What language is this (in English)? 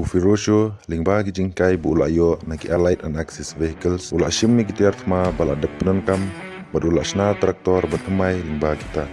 Khasi